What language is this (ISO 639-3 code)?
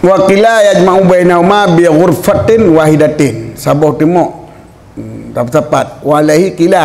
ace